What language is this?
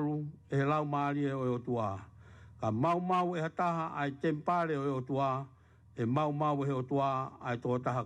Tongan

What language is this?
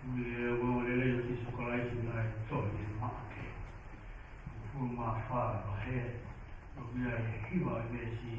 Tongan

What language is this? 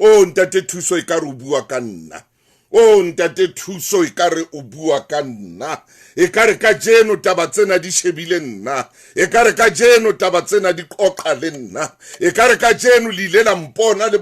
Southern Sotho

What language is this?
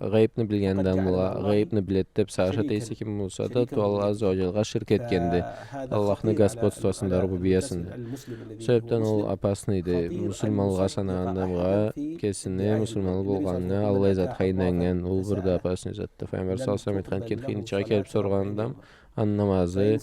Karachay-Balkar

